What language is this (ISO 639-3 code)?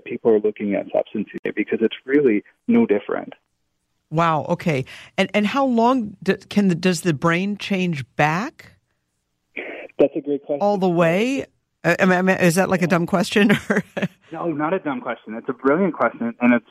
eng